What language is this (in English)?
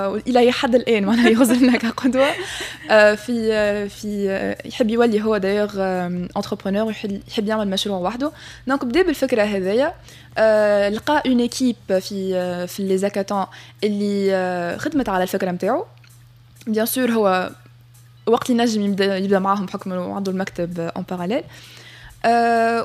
Tunisian Arabic